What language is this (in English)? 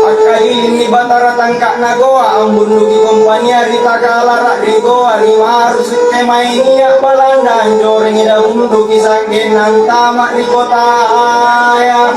Makasar